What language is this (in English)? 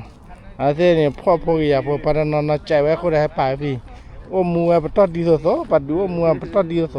S'gaw Karen